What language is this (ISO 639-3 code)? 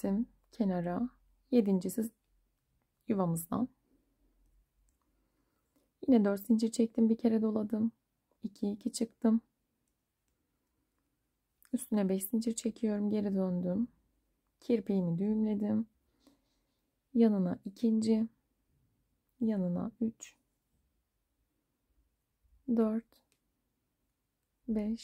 tur